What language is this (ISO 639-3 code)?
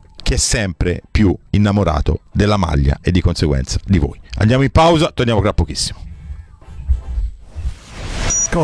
ita